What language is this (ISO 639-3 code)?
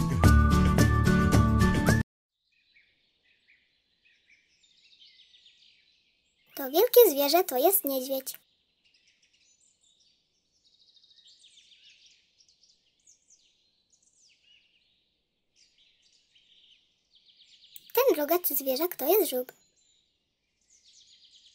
pol